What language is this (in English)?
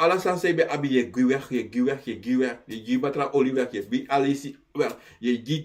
Sranan Tongo